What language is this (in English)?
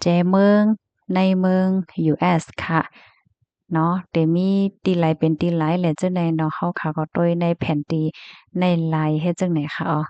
Shan